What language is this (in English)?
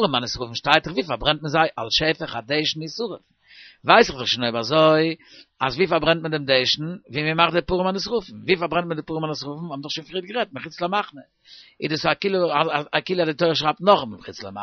Yiddish